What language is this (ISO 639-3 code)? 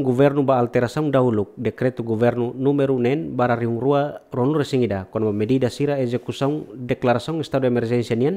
tet